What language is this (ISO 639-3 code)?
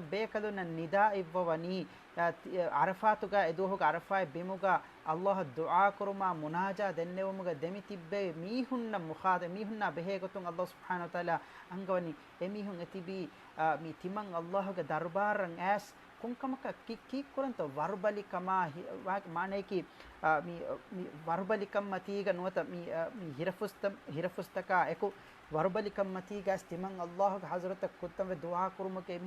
div